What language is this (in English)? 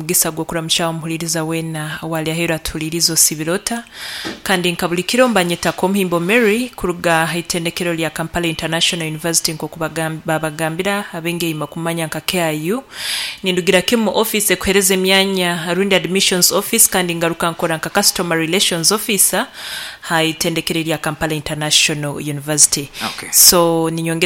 Nyankole